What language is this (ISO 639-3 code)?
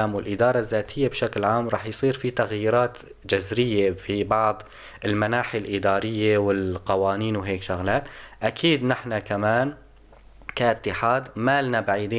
apc